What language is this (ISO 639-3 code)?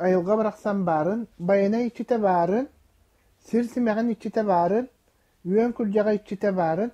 sah